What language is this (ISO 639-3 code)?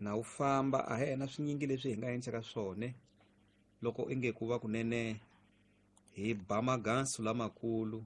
tso